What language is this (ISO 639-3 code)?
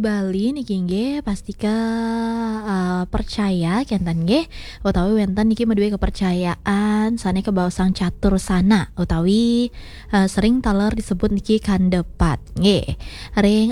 ban